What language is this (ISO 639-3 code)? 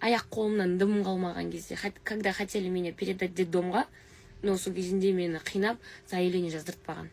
kaz